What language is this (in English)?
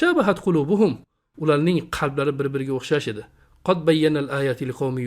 Uzbek